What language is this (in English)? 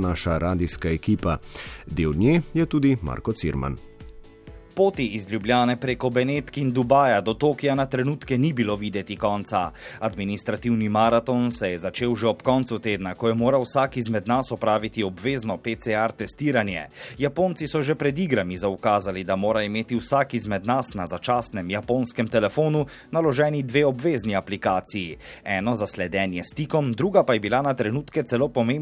Slovenian